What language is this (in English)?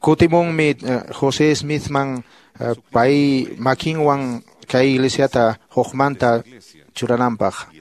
Quechua